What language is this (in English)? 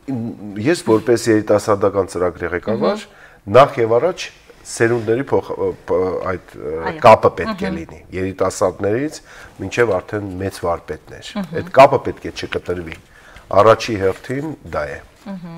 Armenian